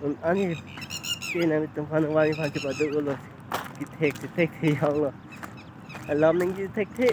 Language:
Karbi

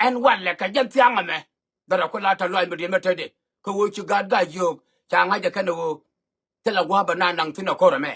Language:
Nuer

